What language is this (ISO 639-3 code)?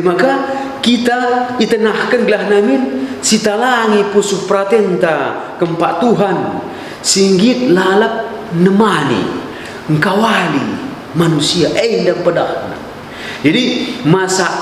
btx